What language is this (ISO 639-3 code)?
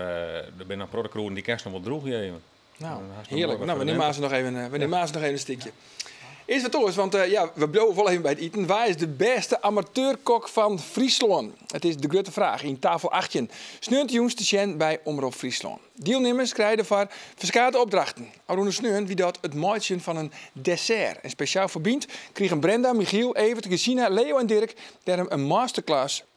fry